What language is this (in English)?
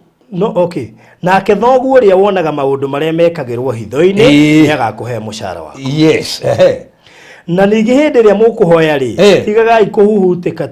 Kikuyu